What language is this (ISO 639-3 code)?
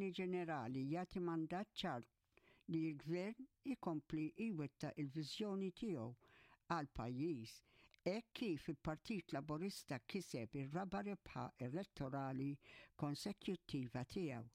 mlt